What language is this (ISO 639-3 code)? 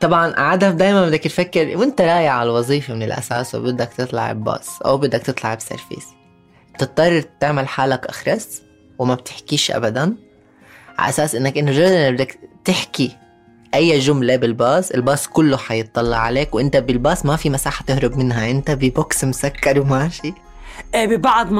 apc